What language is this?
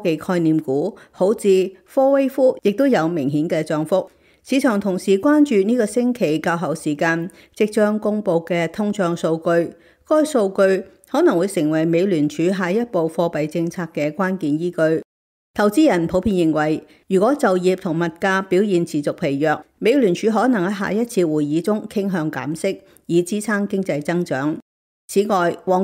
Cantonese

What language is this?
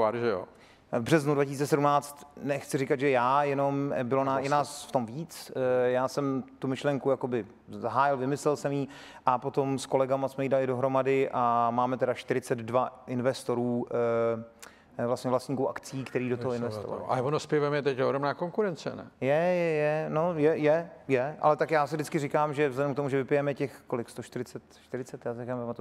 Czech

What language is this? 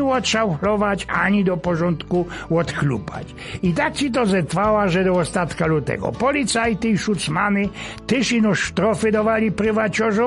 Silesian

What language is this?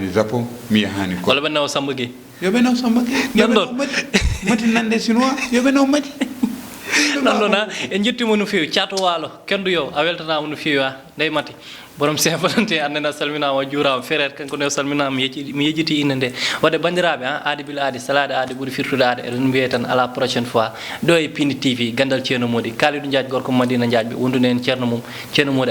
Fula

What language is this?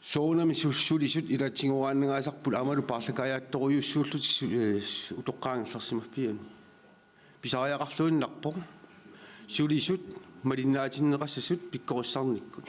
Kalaallisut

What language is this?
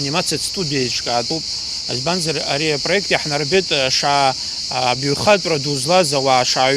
Abkhazian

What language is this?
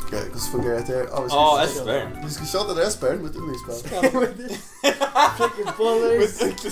Faroese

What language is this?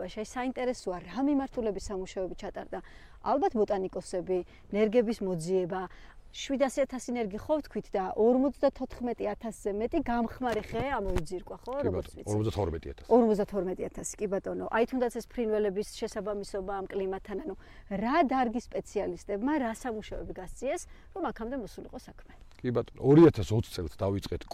Georgian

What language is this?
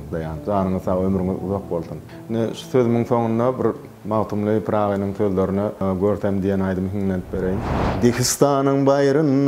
Turkmen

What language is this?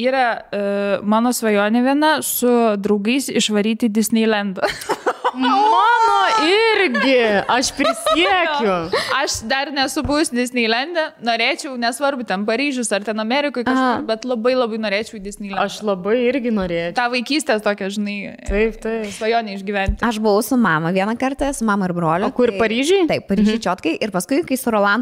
Lithuanian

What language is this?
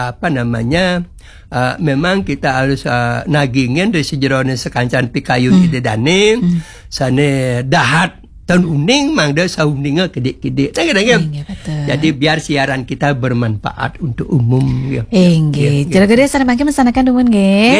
Balinese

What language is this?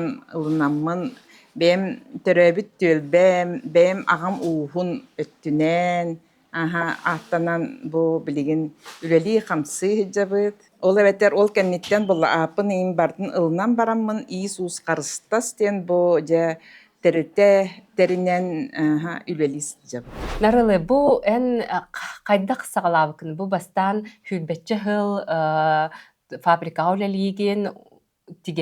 Yakut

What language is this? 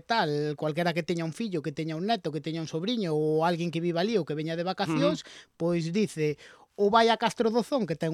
Galician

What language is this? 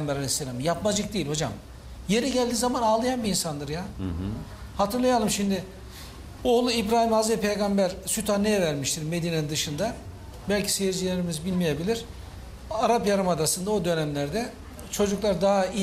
Turkish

